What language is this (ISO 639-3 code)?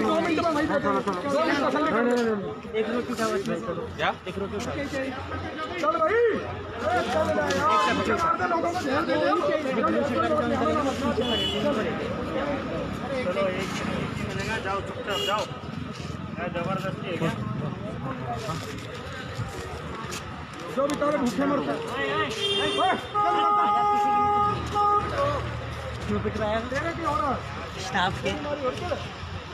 hin